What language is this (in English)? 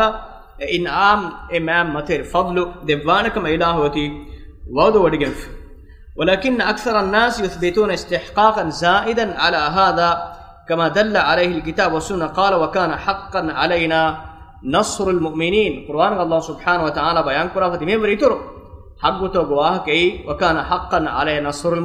Divehi